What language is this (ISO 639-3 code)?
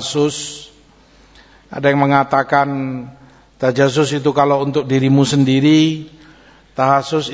ind